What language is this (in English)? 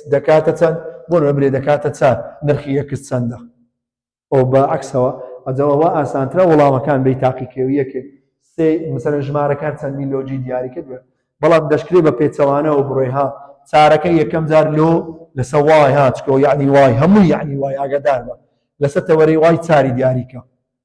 Central Kurdish